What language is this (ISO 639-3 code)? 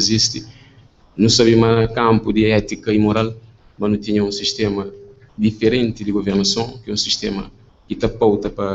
kea